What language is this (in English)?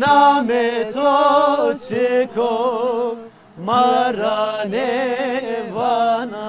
Zaza